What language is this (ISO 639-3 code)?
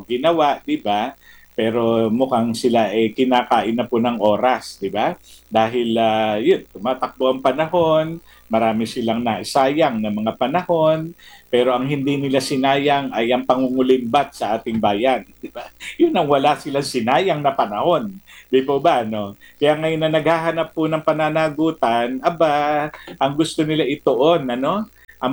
fil